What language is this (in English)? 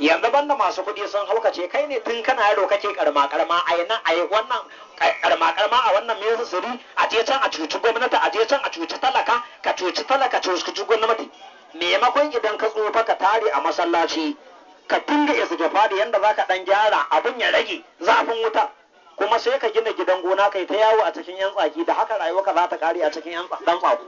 Hausa